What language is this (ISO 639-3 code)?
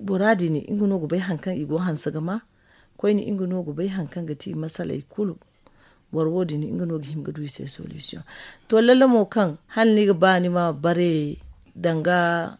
dje